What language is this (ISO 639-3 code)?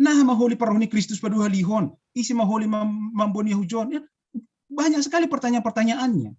bts